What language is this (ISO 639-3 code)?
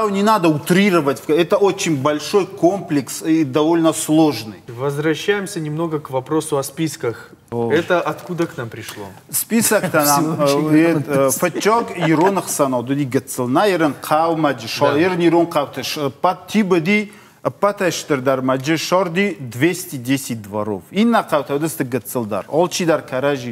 oss